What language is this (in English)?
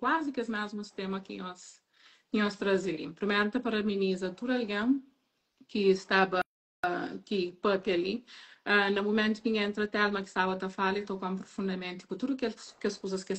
Kabuverdianu